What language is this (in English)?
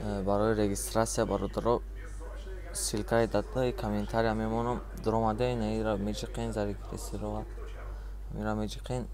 Tajik